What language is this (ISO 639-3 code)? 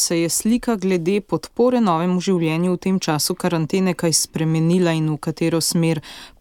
slv